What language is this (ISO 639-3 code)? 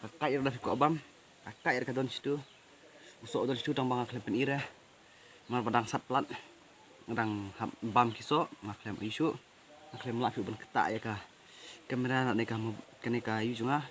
kha